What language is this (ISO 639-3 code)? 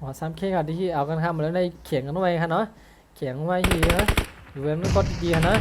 shn